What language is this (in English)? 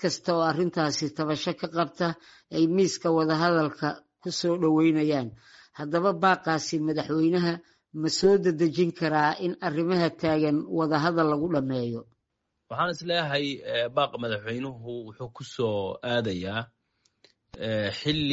Somali